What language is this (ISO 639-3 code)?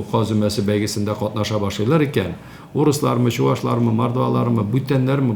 tat